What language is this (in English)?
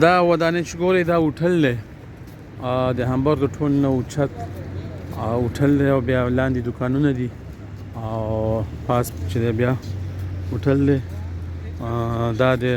Pashto